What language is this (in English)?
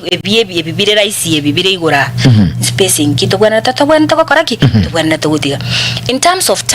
Gusii